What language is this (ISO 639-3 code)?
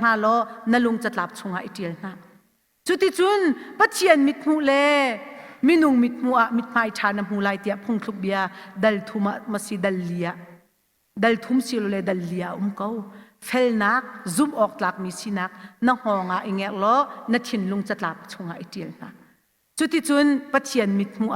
cnh